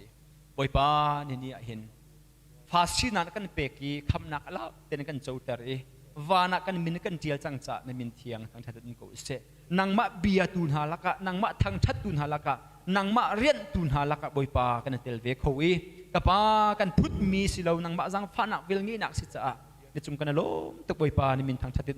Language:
Hakha Chin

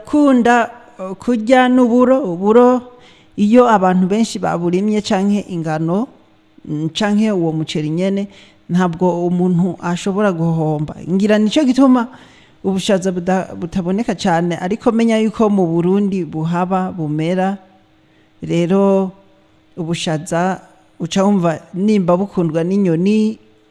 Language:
Rundi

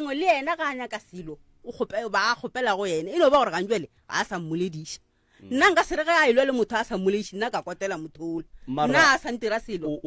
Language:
Northern Sotho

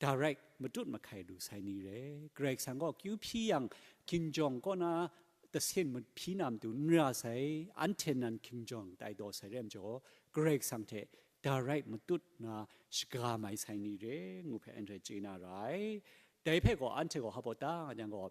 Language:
Kachin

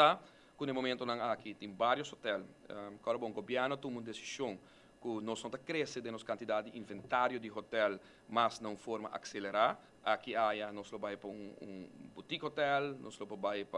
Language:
Papiamento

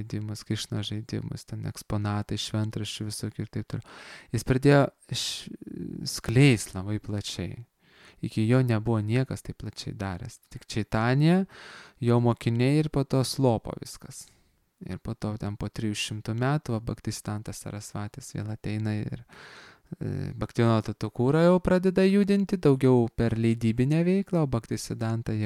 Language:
Lithuanian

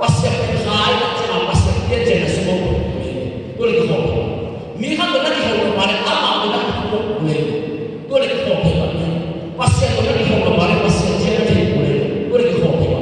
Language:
Tedim Chin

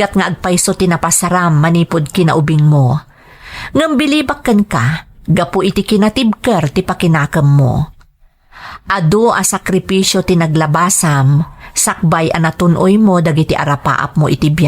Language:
Iloko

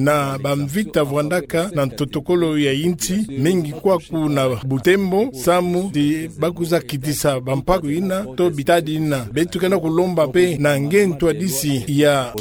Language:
Kituba (Democratic Republic of Congo)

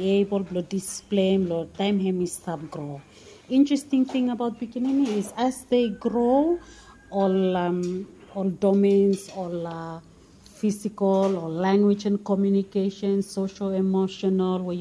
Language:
Bislama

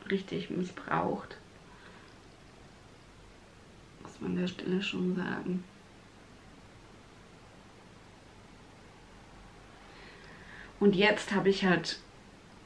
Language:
German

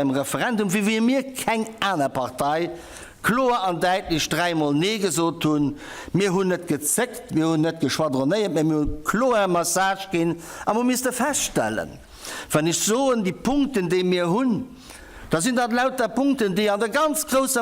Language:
Luxembourgish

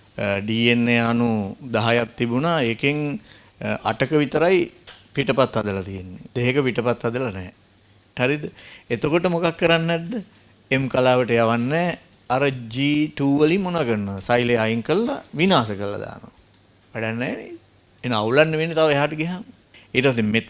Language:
Sinhala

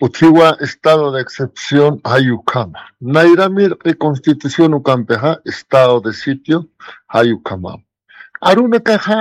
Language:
Aymara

